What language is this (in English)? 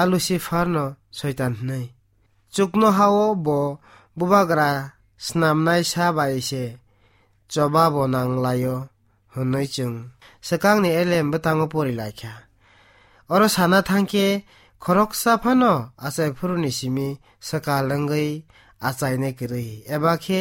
Kok Borok